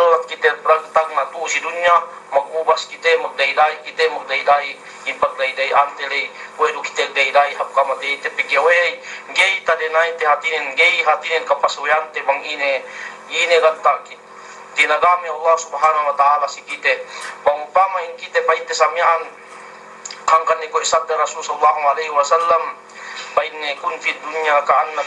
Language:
Yakan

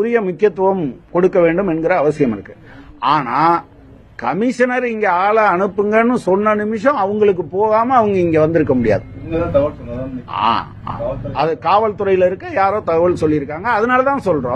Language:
Tamil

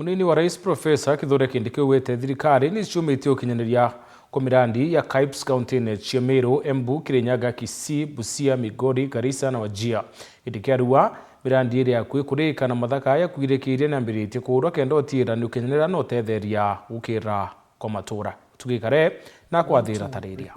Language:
Meru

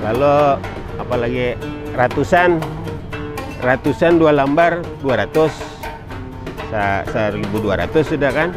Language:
Banjar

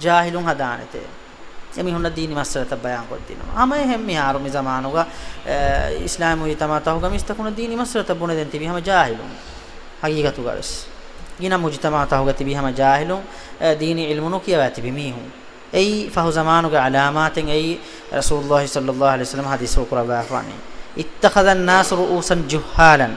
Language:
Divehi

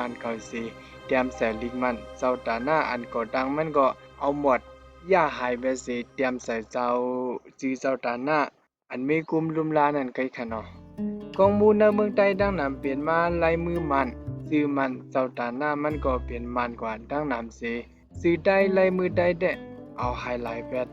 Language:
Shan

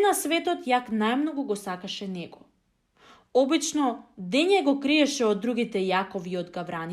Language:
Macedonian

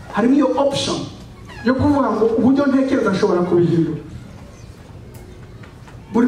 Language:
Kinyarwanda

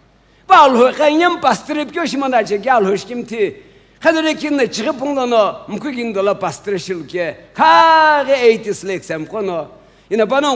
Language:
Sumi Naga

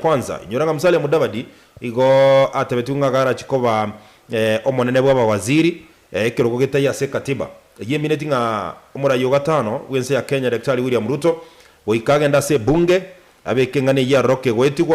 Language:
Gusii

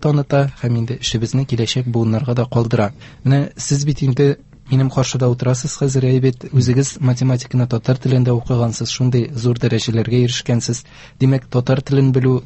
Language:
Tatar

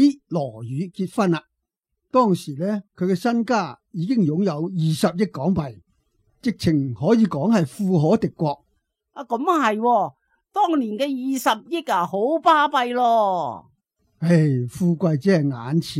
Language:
Cantonese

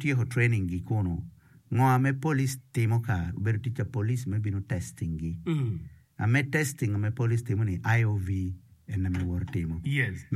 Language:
Acoli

